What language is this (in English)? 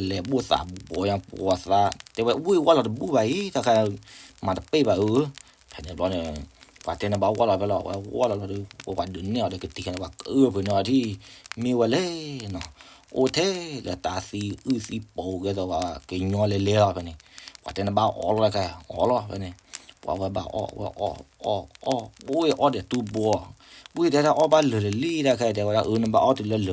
S'gaw Karen